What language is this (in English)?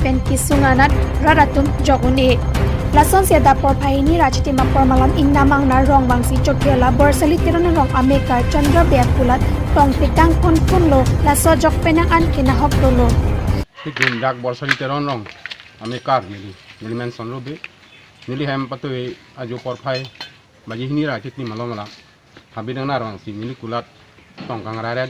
Karbi